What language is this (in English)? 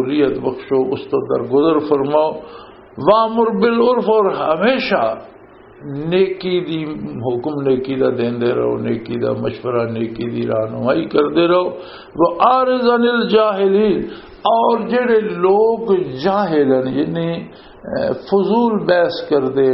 Western Panjabi